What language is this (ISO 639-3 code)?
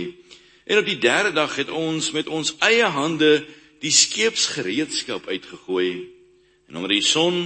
afr